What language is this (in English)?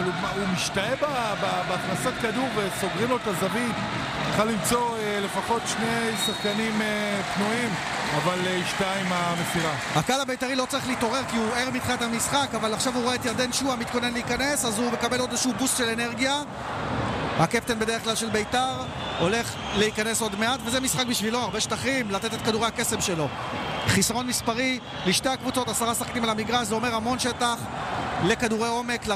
Hebrew